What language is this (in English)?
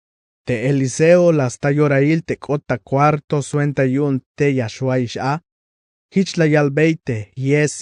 Tzeltal